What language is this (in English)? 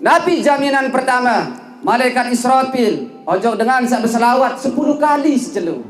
Sasak